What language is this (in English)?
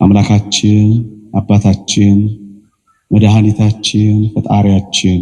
Amharic